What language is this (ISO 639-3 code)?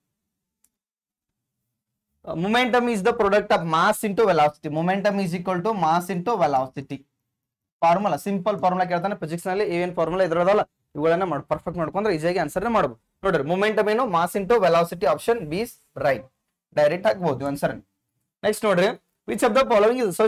kan